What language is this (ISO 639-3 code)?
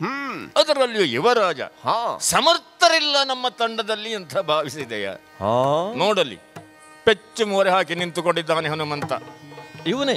kan